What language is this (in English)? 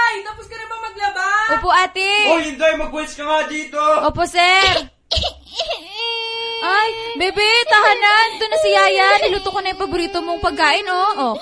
Filipino